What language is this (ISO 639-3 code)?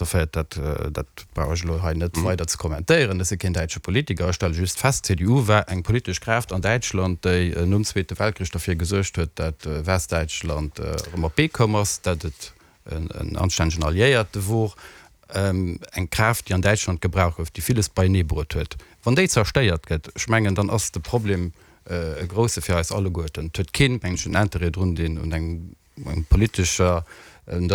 ltz